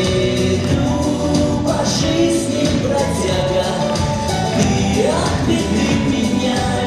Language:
Chuvash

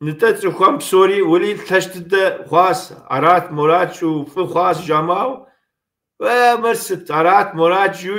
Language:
Kabardian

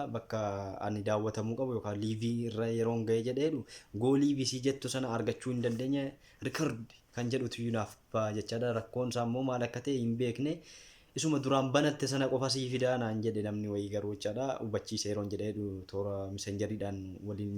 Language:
Oromo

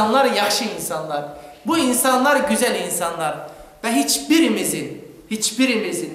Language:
Crimean Tatar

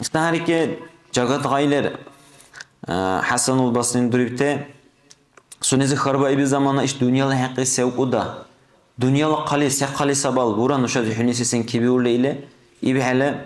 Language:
Dargwa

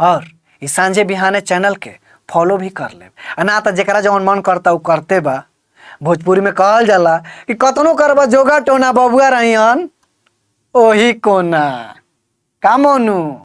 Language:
Bhojpuri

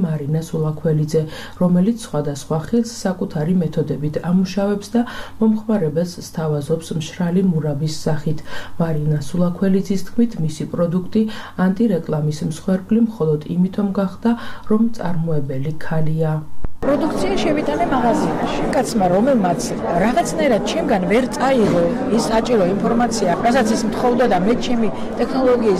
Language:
Georgian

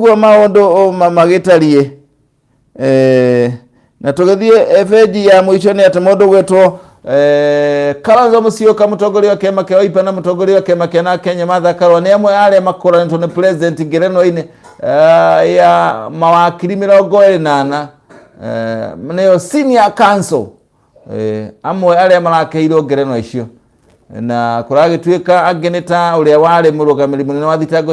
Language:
Kikuyu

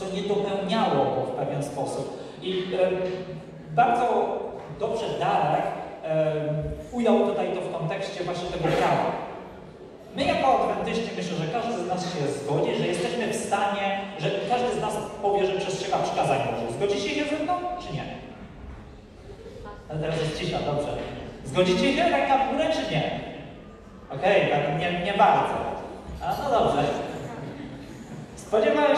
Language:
Polish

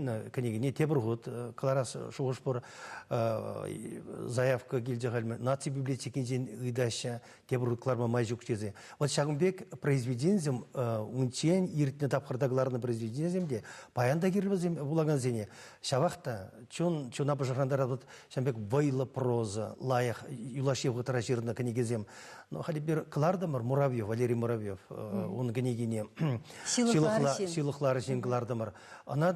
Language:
Chuvash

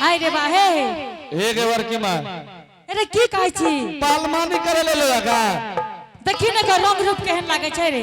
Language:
Angika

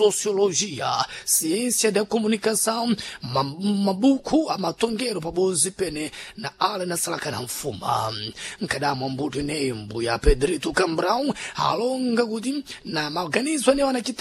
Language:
Sena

